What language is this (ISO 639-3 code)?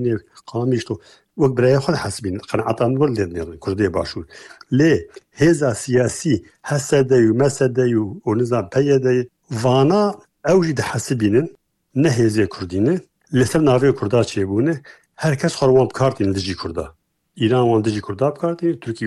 kur